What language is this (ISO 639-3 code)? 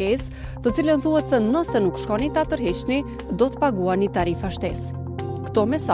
sqi